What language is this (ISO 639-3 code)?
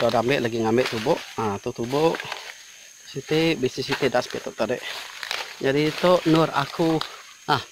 iba